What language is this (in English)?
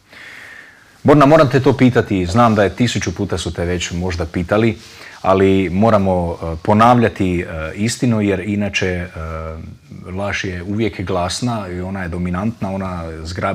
Croatian